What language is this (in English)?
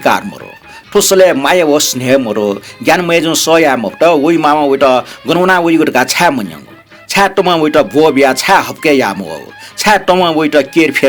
Newari